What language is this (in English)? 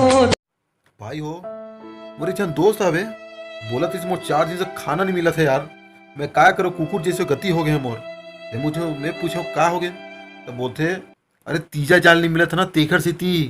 Chhattisgarhi